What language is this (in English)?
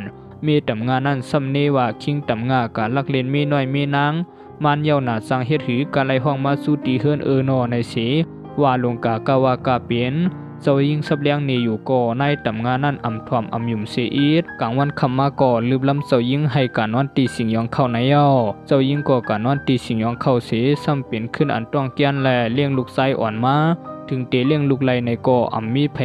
Shan